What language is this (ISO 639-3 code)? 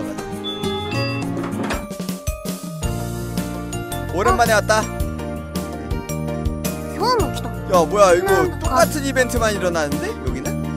kor